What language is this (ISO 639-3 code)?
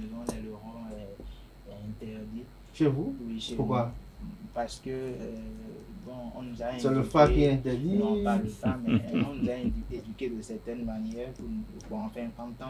fra